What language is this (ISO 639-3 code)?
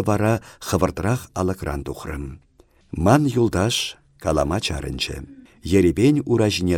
chv